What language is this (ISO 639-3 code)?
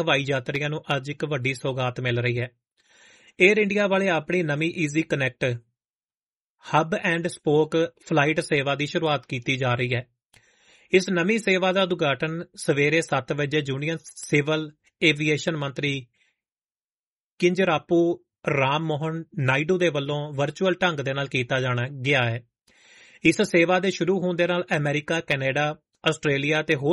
pan